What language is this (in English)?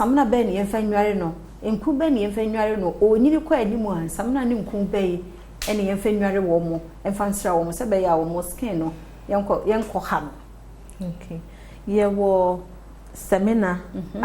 Akan